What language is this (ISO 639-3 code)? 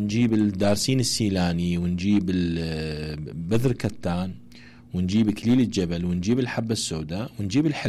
acm